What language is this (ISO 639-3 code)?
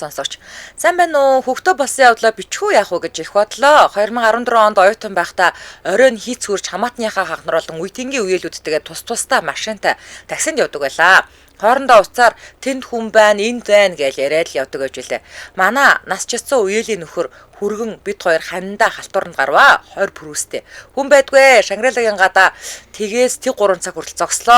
mon